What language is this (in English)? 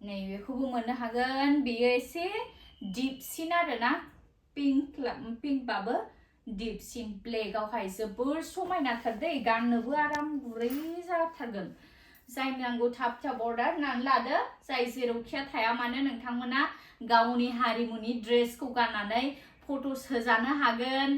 Bodo